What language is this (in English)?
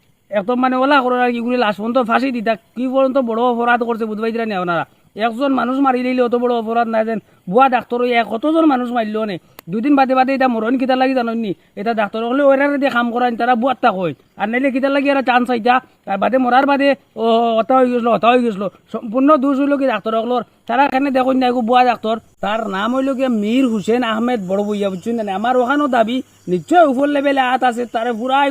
Sylheti